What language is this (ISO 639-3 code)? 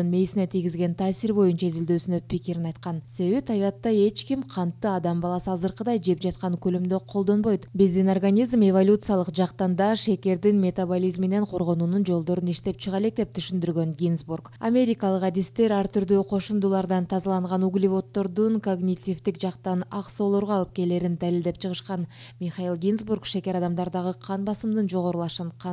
kir